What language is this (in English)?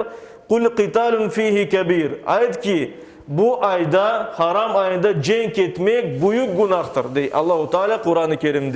Crimean Tatar